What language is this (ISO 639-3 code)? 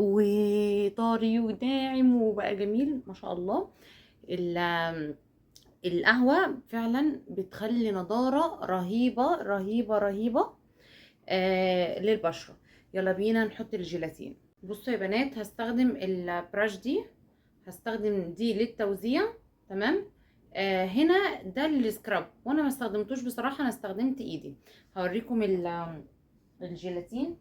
arz